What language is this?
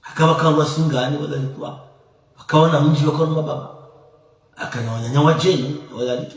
Ngazidja Comorian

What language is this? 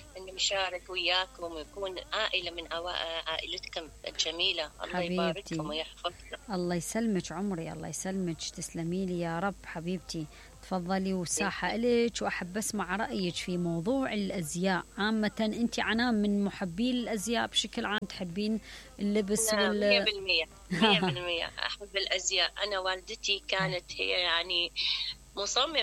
Mesopotamian Arabic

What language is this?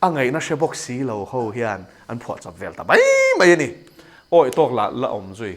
Mizo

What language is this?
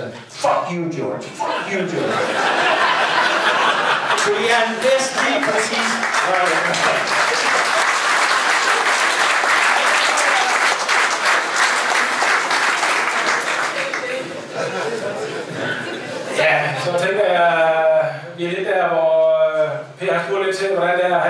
Danish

